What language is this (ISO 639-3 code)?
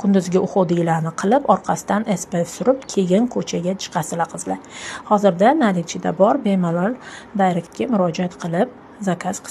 uzb